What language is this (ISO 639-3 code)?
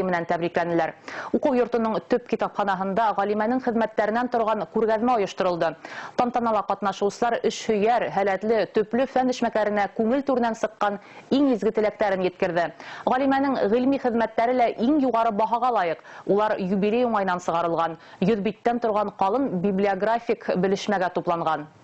bak